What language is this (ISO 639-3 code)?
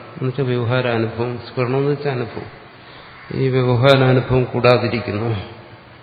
mal